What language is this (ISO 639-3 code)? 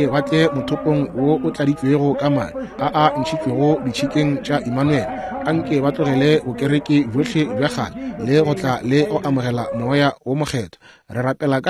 nso